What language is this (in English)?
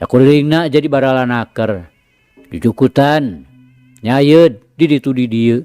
Sundanese